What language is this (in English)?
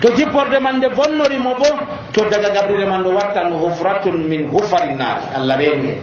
Nigerian Fulfulde